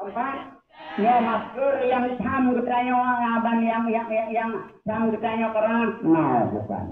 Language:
Achinese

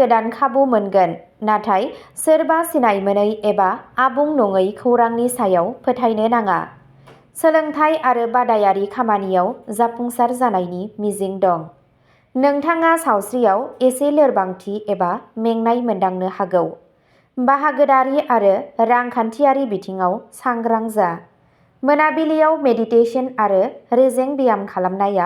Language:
Bodo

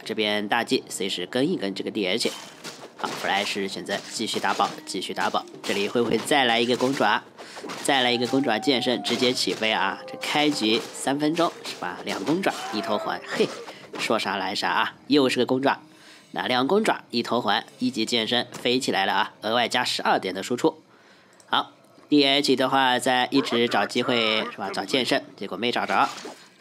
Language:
Chinese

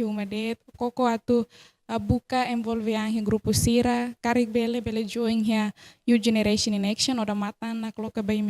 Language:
Tetum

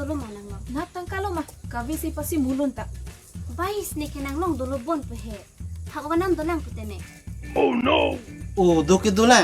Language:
Karbi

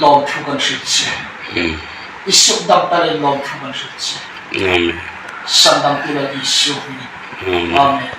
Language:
Hmar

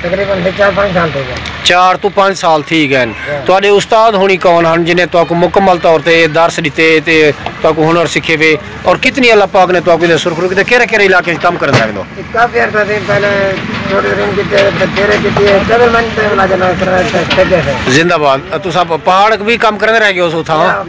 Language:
Saraiki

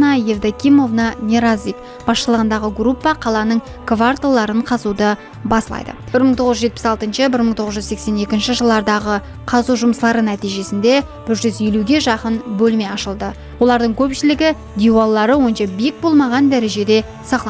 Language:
Kara-Kalpak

